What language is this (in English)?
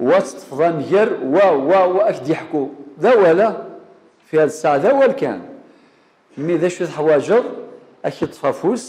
Kabyle